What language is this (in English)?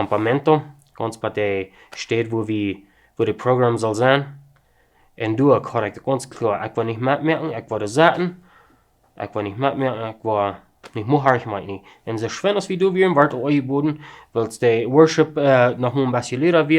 Plautdietsch